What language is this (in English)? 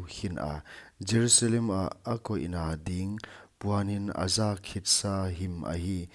Paite Chin